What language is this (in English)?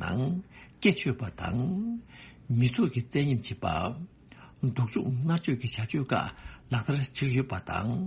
Tibetan